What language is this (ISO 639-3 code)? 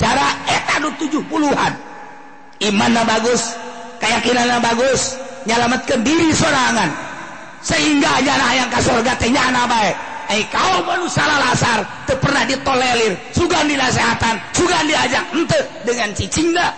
sun